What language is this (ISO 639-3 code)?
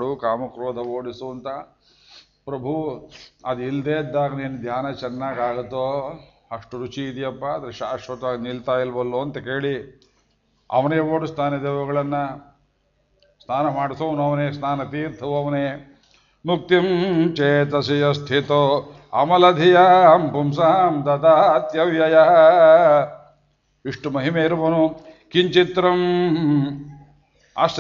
kan